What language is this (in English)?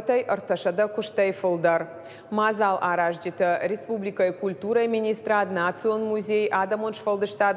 Ossetic